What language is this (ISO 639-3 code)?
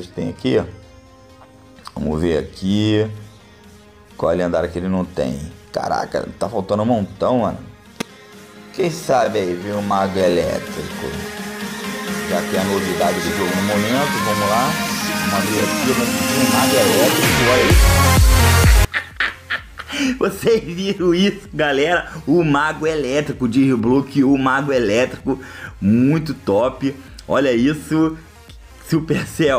por